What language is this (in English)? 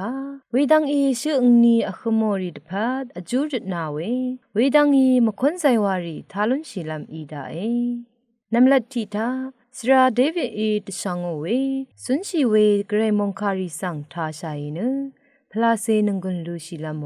Rawang